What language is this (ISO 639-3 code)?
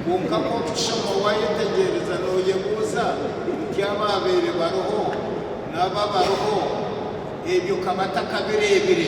nyn